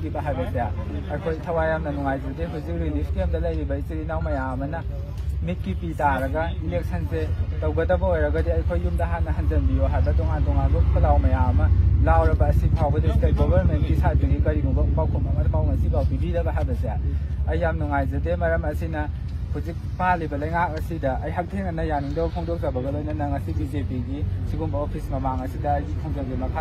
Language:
Manipuri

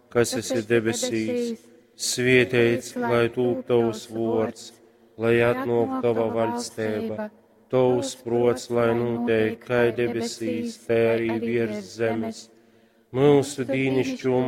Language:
Latgalian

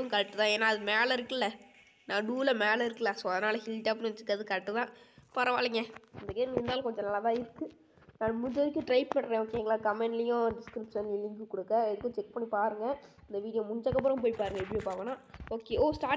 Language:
Tamil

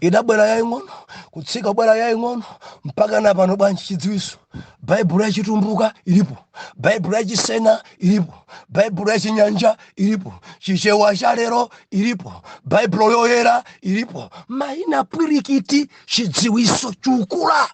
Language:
Nyanja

